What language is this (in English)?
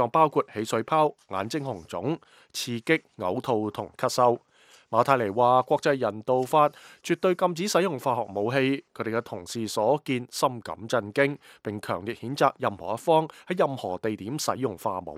Cantonese